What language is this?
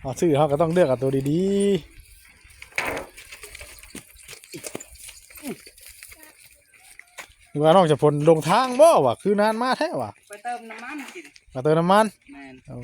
Northeastern Thai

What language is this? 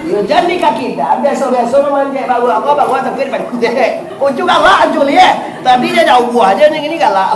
Minangkabau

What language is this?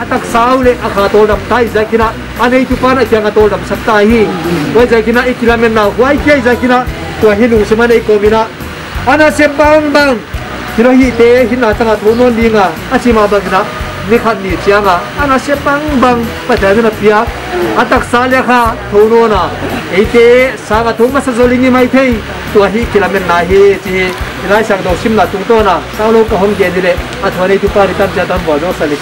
Paite Chin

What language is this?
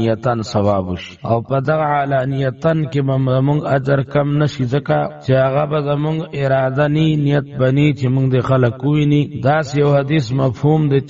Pashto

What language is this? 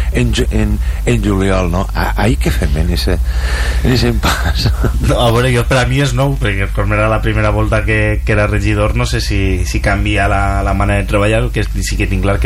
Catalan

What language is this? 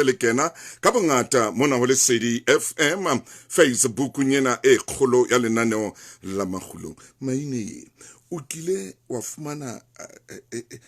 Southern Sotho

